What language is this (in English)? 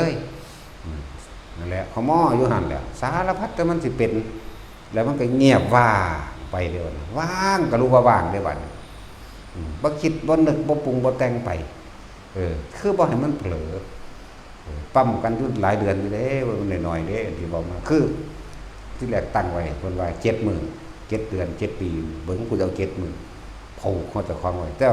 Northeastern Thai